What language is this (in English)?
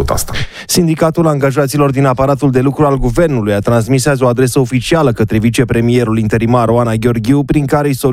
Romanian